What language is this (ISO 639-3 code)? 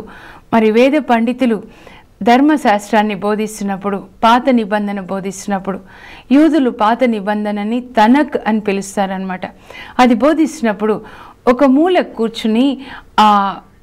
tel